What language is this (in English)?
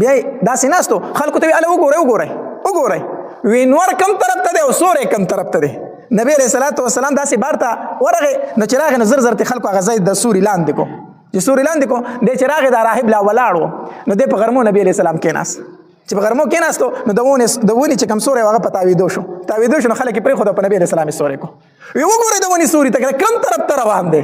Pashto